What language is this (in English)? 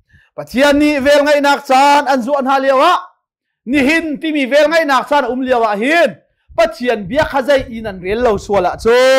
Hakha Chin